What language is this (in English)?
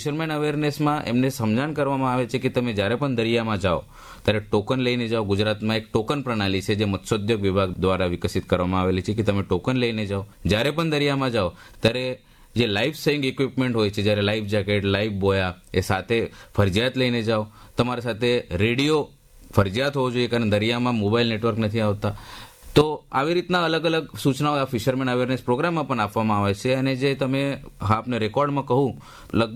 Gujarati